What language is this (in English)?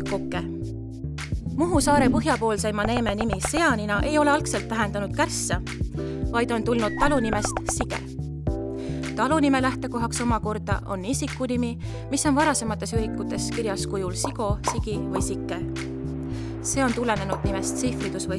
Estonian